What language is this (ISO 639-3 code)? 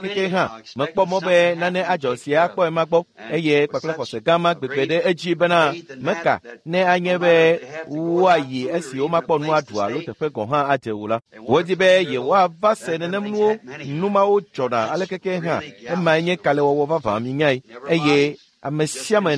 ewe